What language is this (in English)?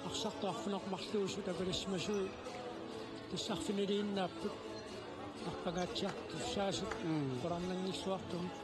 Kalaallisut